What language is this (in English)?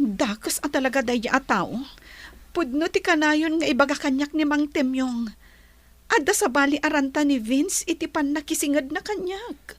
Iloko